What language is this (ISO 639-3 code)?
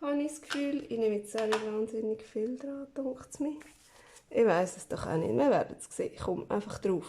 gsw